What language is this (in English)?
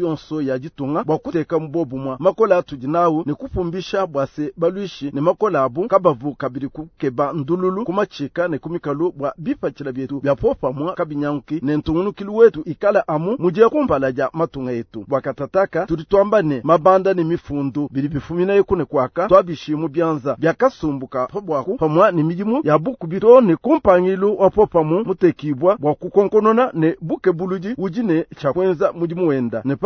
Luba-Lulua